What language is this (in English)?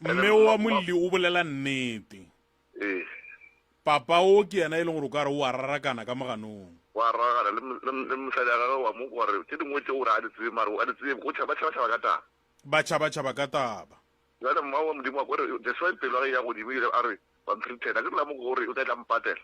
Northern Sotho